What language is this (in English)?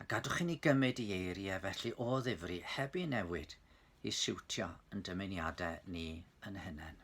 Welsh